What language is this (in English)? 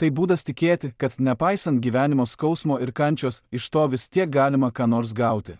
Lithuanian